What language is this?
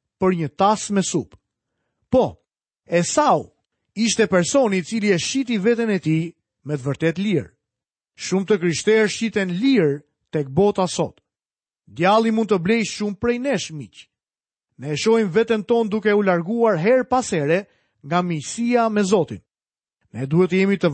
Albanian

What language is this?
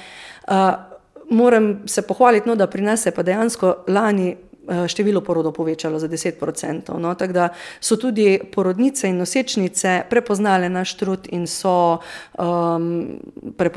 Slovenian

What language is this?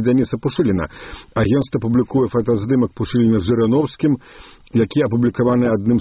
Belarusian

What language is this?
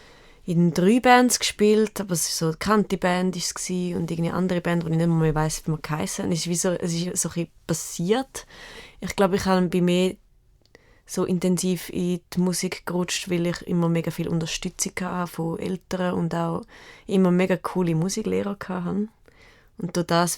Swiss German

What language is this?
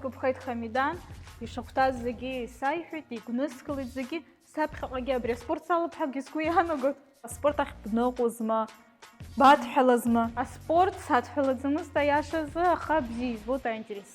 Abkhazian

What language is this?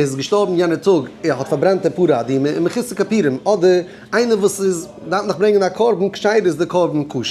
Yiddish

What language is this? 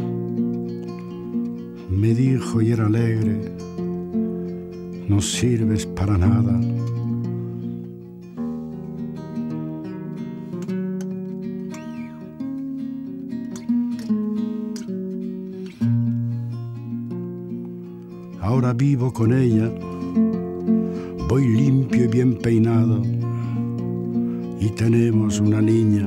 Spanish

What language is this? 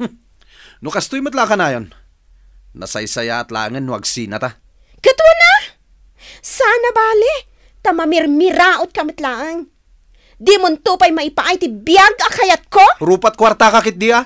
Iloko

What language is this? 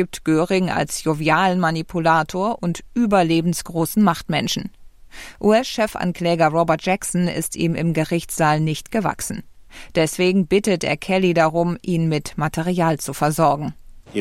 German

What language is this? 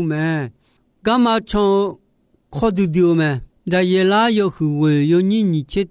Akha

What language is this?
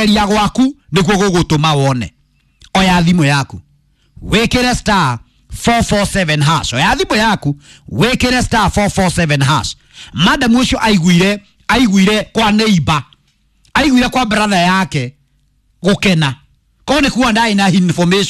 Kikuyu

